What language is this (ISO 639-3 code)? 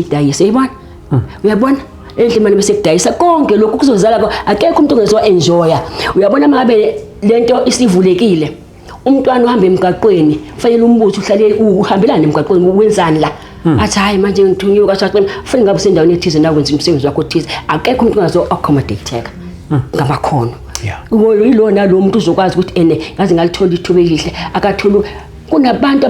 zul